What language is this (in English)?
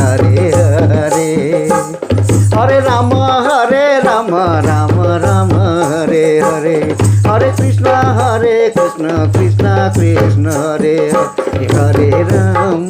Sadri